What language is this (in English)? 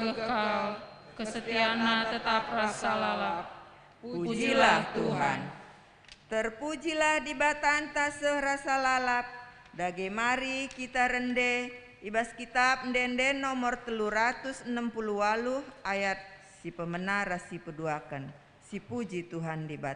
Batak Karo